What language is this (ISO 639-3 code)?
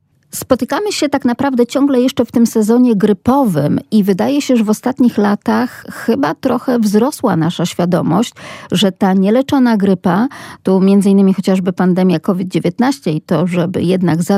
pol